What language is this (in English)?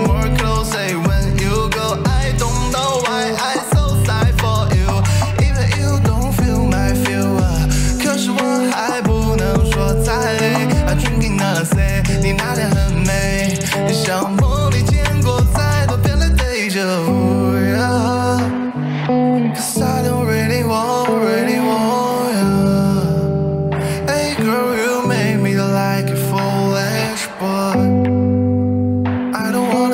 Chinese